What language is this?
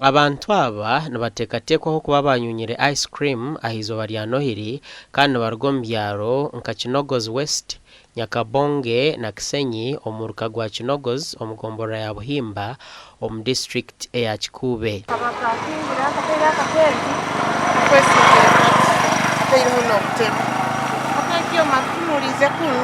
Nyankole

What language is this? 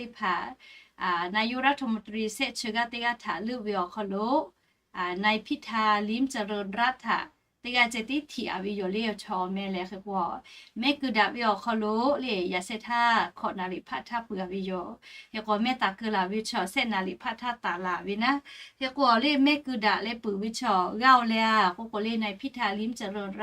Lahu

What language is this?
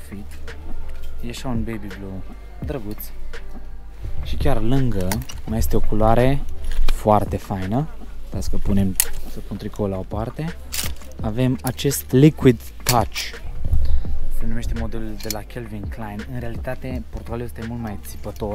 Romanian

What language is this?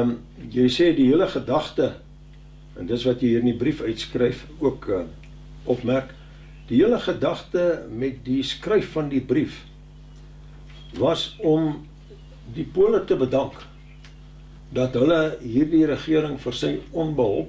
Afrikaans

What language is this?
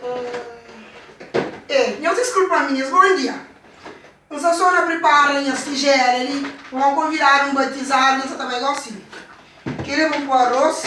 Kabuverdianu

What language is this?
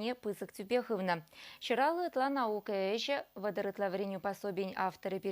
Chuvash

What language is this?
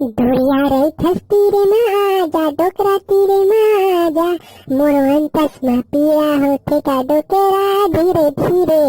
Chhattisgarhi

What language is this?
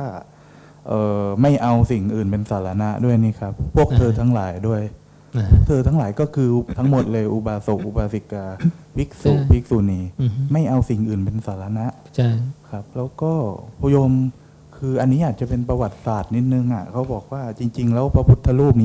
Thai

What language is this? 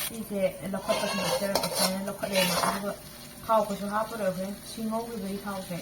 Manipuri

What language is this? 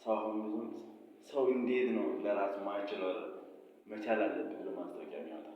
Amharic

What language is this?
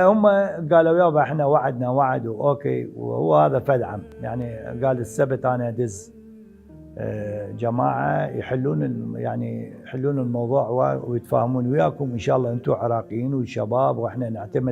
Mesopotamian Arabic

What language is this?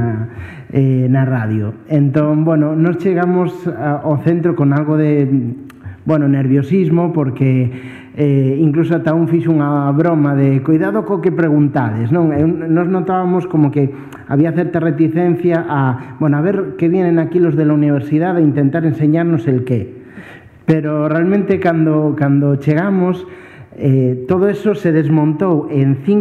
Galician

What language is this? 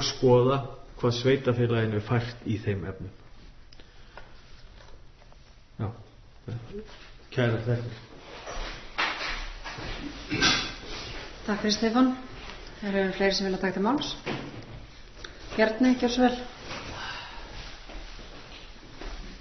Icelandic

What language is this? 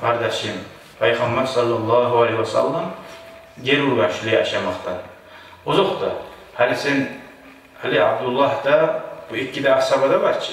Kumyk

